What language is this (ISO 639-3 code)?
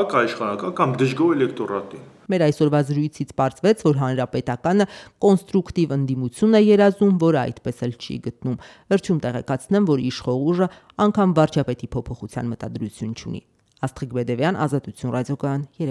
hye